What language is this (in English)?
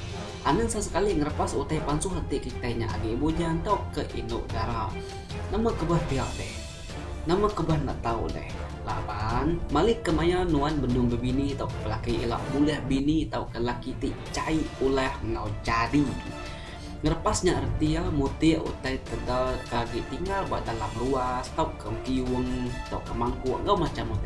Iban